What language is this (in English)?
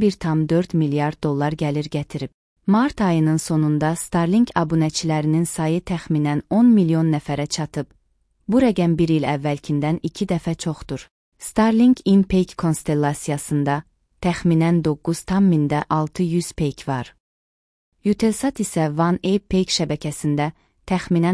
Azerbaijani